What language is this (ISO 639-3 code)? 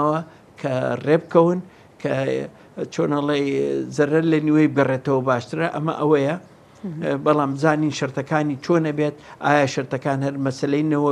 ckb